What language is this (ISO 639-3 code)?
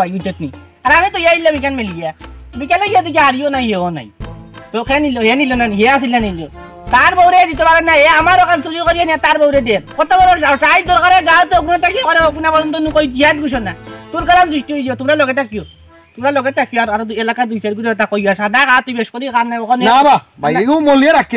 syl